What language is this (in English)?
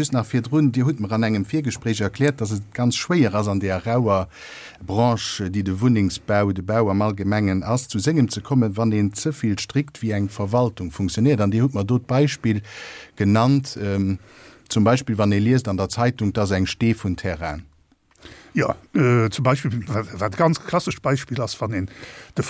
Luxembourgish